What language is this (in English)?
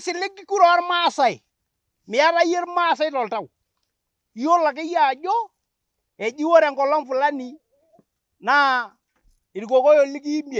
Masai